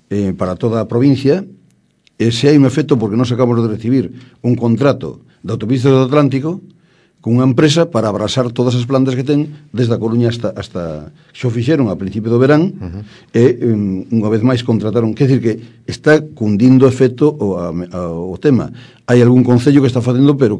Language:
Galician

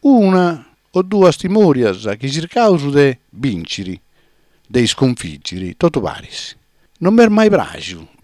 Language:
Sardinian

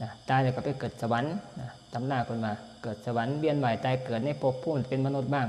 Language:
Northeastern Thai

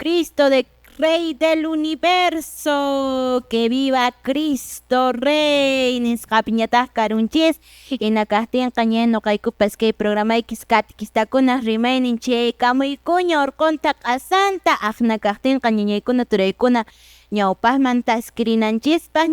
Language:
Quechua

